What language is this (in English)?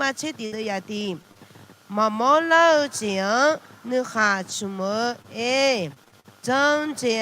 Akha